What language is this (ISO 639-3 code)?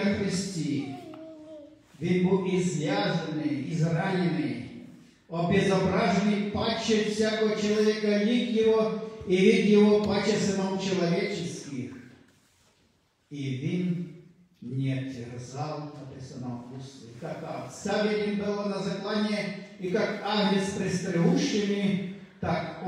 ukr